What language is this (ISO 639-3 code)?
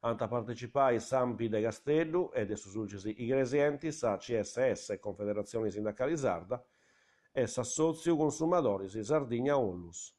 srd